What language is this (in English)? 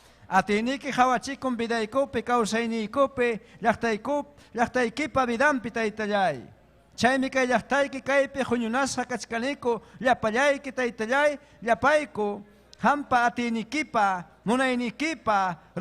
Ayacucho Quechua